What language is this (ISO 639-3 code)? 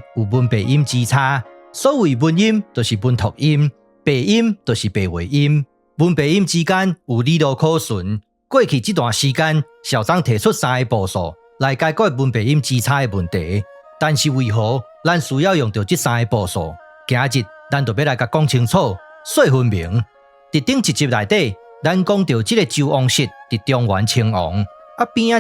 nan